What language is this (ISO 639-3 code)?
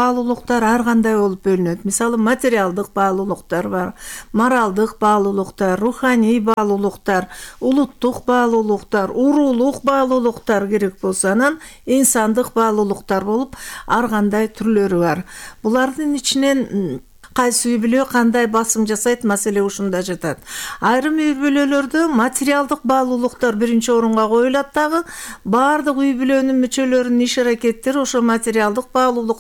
kir